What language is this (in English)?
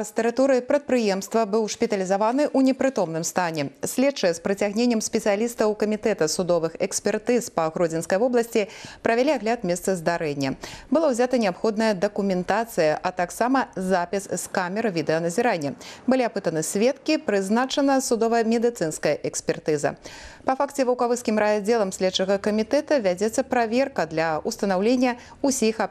Belarusian